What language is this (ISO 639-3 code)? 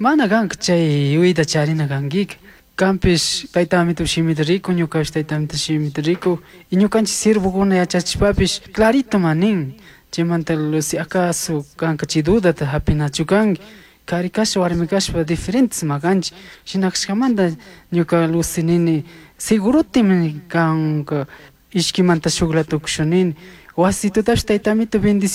qug